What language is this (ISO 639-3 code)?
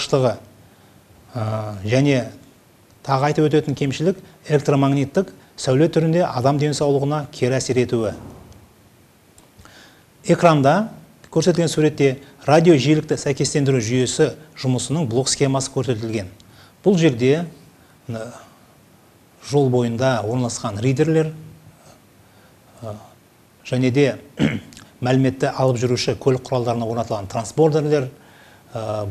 kaz